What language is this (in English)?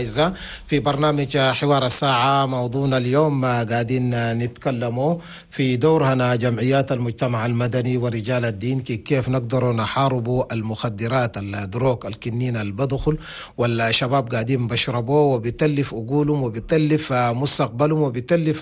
Chadian Arabic